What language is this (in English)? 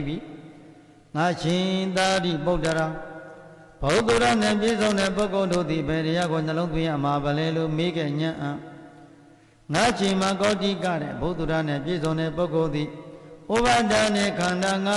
Burmese